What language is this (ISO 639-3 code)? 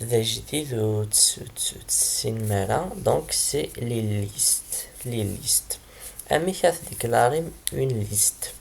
kab